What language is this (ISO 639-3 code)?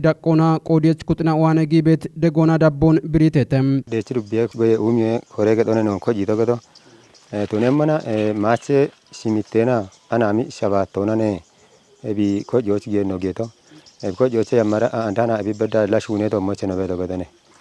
kbr